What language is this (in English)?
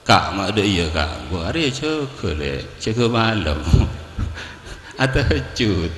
Madurese